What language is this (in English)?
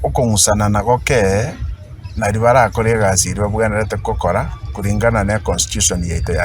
Gusii